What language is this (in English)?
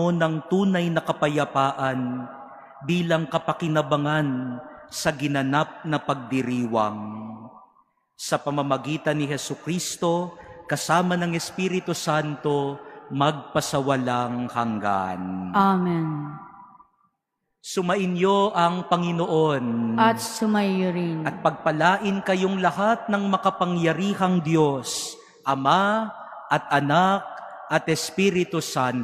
Filipino